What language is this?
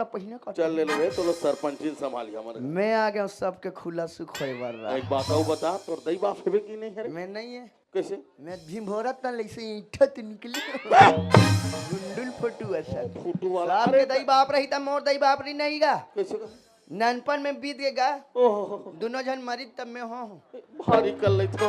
Chhattisgarhi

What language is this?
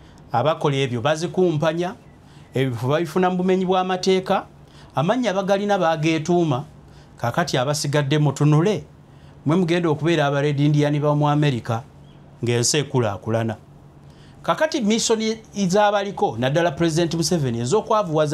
Ganda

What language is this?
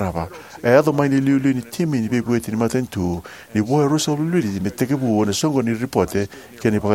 Fijian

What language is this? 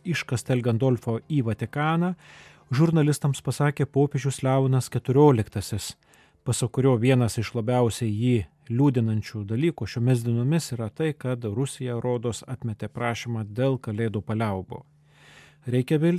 Lithuanian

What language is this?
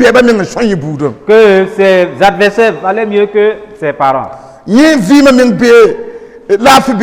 Mossi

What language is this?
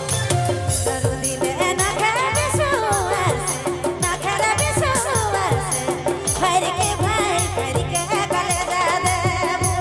Sadri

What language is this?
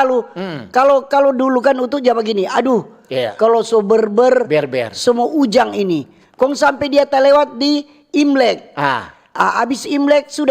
Manado Malay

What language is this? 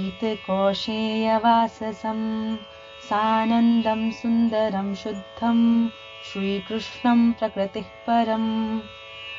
Sanskrit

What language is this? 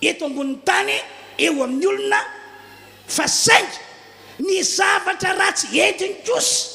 Malagasy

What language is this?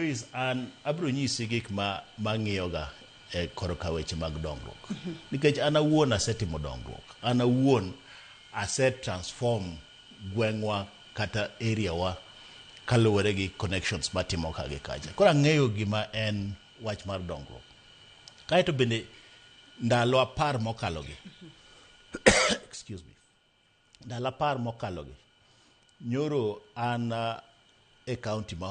Luo (Kenya and Tanzania)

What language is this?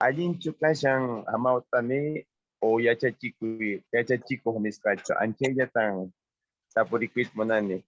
Quechua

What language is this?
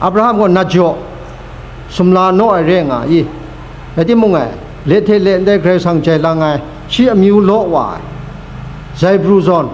Kachin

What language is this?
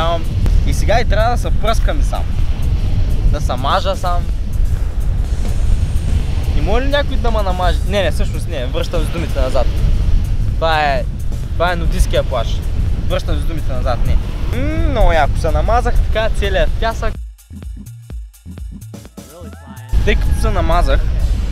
Bulgarian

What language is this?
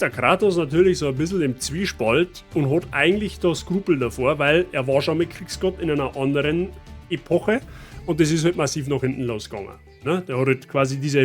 Bavarian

